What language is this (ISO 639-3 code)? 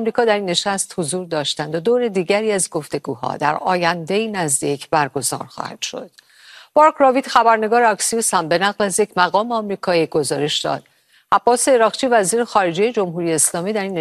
fas